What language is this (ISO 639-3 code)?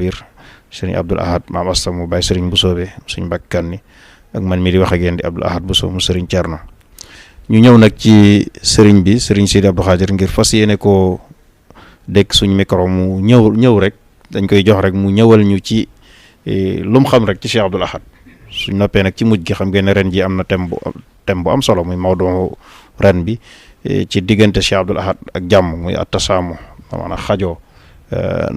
wol